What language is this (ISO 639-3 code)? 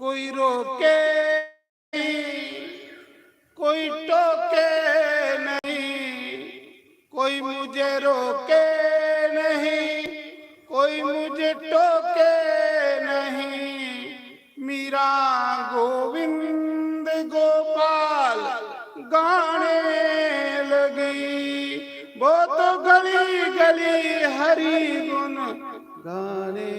doi